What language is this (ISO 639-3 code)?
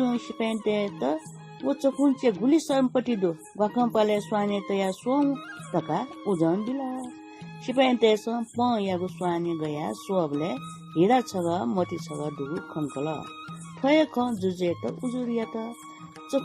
new